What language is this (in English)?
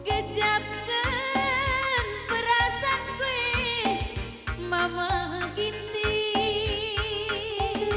Batak Karo